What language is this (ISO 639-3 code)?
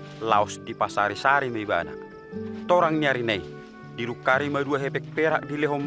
bbc